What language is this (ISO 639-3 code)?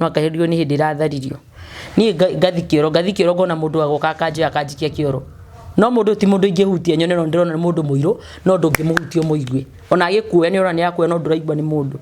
kik